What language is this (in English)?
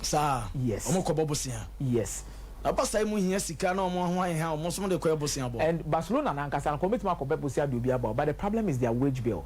Akan